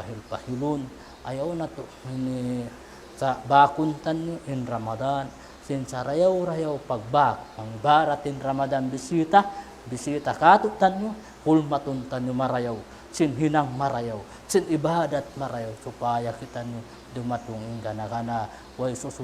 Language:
Tausug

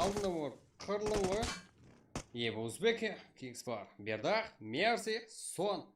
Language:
Kara-Kalpak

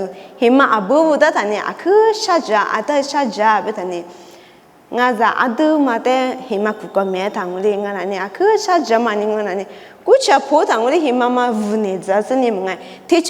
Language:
Lisu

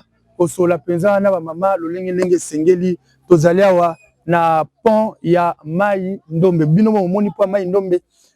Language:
Lingala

